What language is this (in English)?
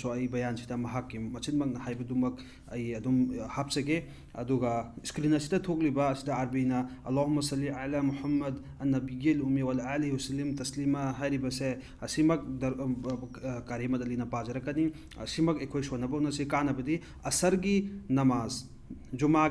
Manipuri